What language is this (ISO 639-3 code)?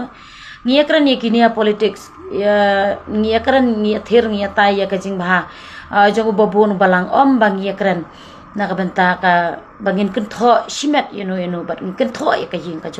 kha